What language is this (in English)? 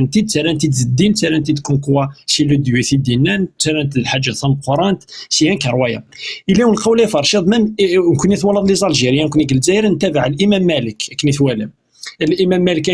Kabyle